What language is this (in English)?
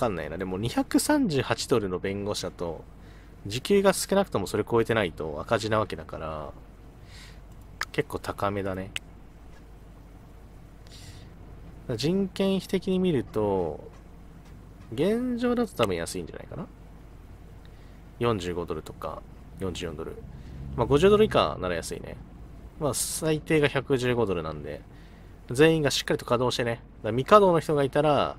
Japanese